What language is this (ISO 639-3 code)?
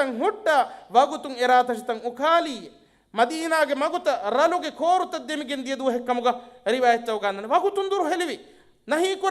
div